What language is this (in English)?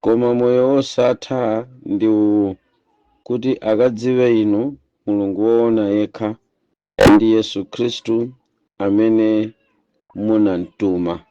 Nyanja